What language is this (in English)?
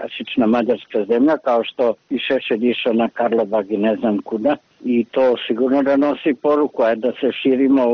Serbian